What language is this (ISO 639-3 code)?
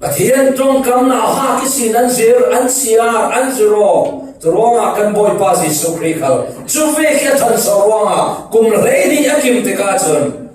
cfm